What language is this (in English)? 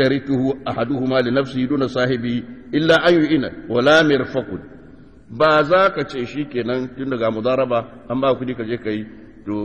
Hausa